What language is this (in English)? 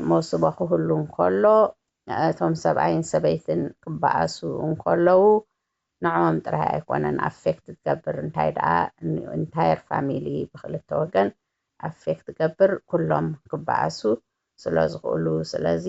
Tigrinya